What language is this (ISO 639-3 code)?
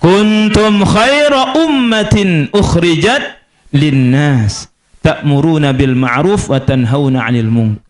sas